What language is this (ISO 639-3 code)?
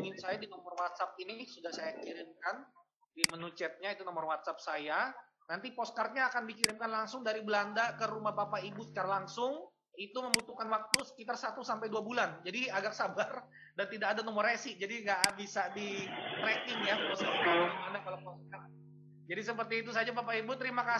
ind